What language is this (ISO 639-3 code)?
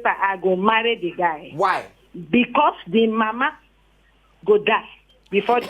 pcm